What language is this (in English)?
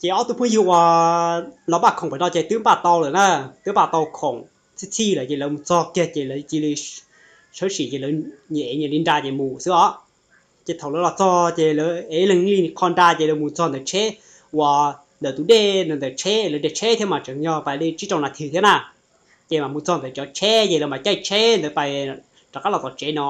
Hmong